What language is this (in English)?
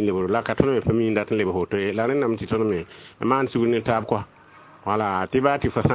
Mossi